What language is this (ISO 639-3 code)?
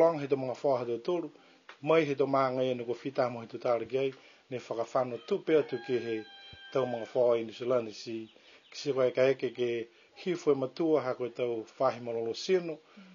niu